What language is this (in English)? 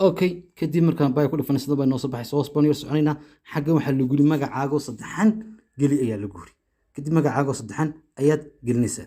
Somali